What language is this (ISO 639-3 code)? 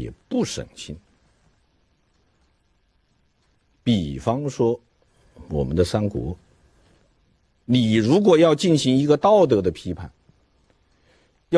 zho